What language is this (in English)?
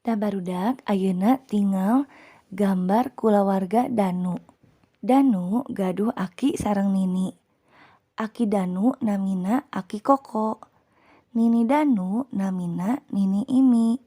Sundanese